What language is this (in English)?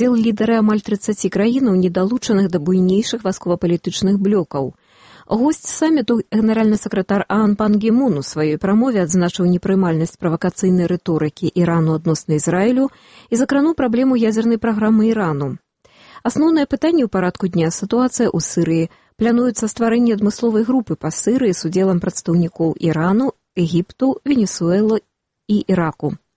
Belarusian